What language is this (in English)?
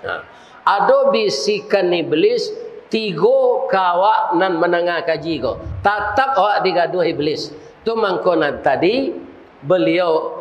Minangkabau